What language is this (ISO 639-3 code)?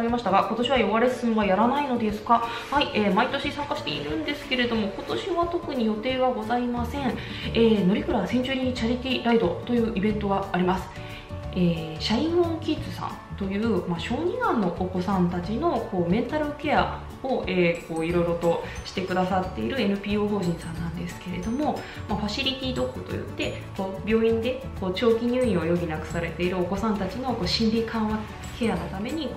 jpn